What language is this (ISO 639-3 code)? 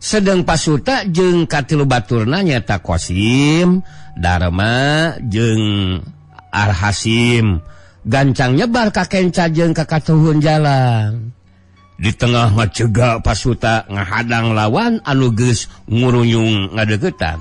sun